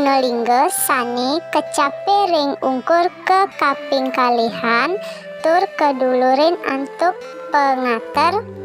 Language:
Balinese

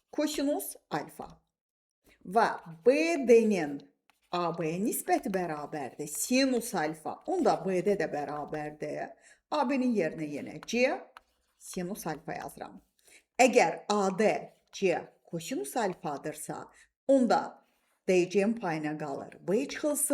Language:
Azerbaijani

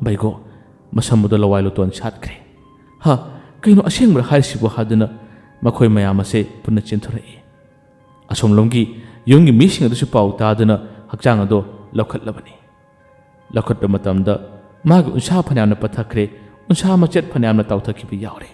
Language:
Manipuri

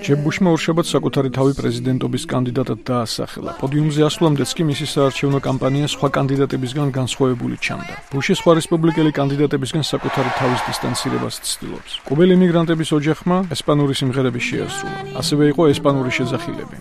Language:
Georgian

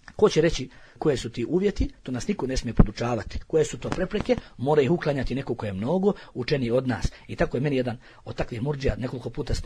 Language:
Bosnian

